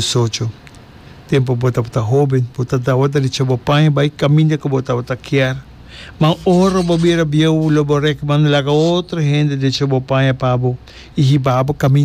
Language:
Papiamento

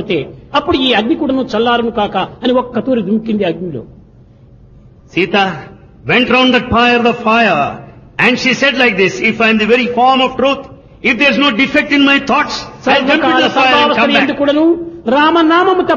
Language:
Telugu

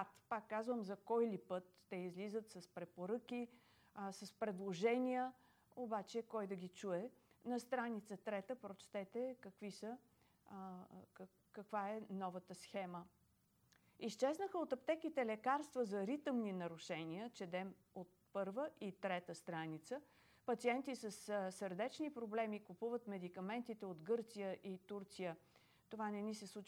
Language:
Bulgarian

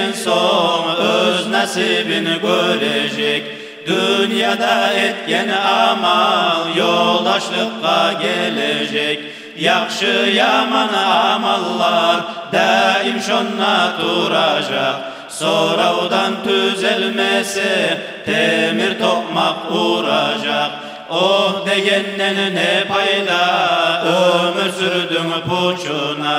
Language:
Kumyk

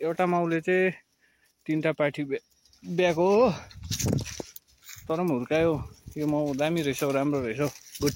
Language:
Nepali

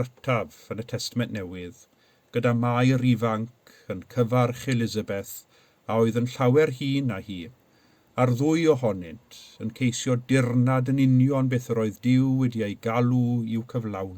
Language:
Welsh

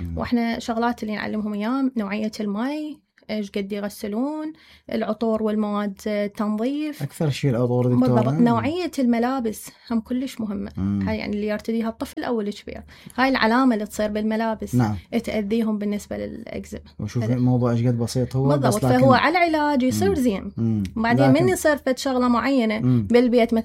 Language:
Mesopotamian Arabic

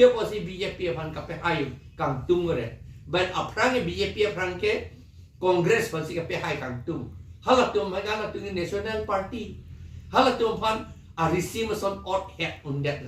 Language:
Karbi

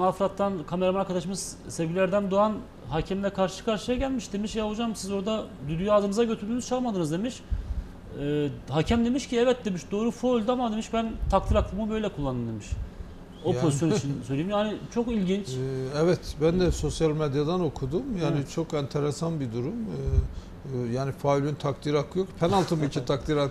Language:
Turkish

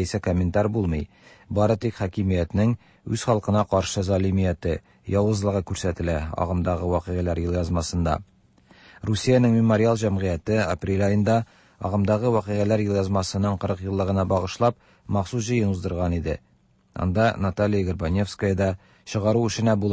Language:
Tatar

